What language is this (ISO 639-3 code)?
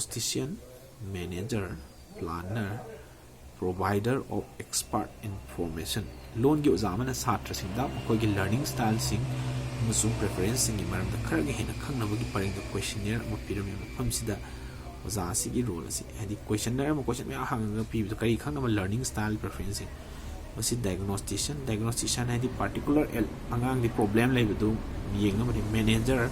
mni